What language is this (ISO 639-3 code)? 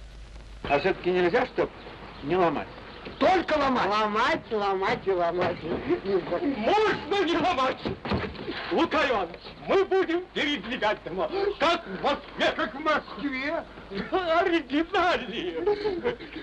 rus